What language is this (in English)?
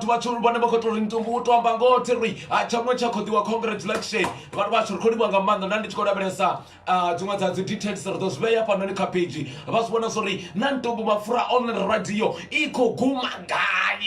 Venda